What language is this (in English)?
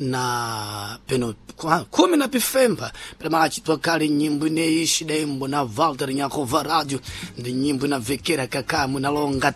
Sena